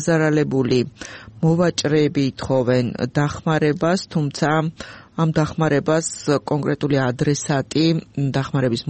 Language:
Georgian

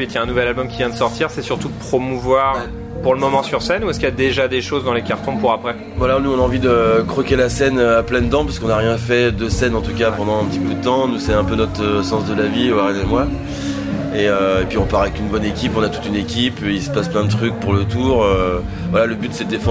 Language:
French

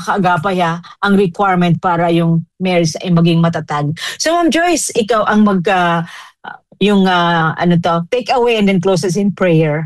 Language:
Filipino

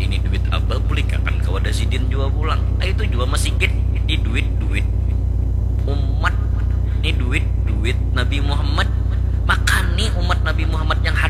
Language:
Banjar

